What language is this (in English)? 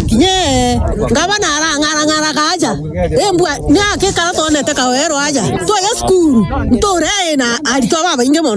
Meru